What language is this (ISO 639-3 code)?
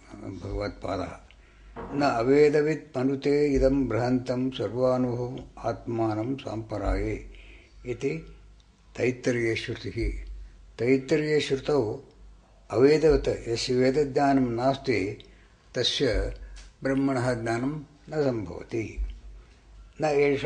san